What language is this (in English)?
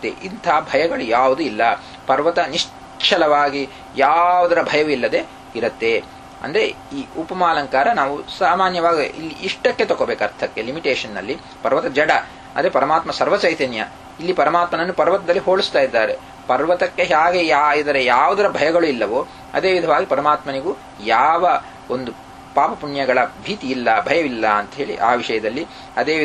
Kannada